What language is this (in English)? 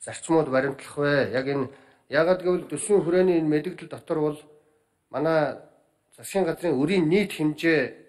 Mongolian